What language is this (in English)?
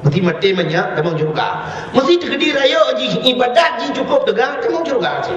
Achinese